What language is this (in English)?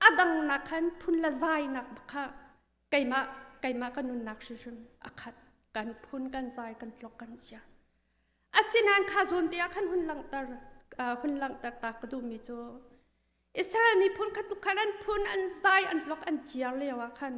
Hakha Chin